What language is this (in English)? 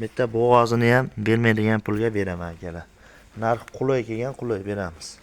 Uzbek